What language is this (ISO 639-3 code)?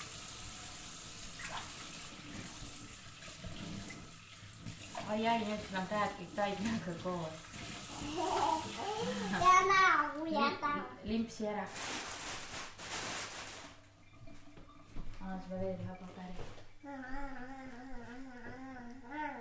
est